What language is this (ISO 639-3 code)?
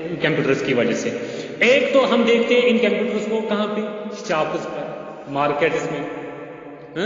urd